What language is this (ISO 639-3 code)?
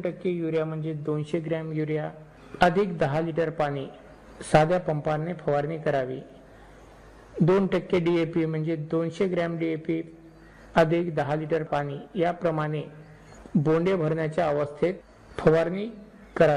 mar